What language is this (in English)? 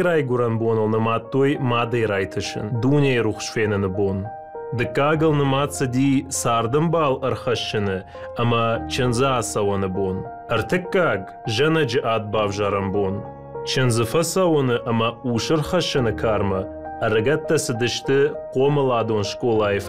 Ossetic